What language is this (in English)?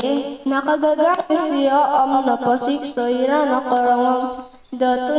Central Dusun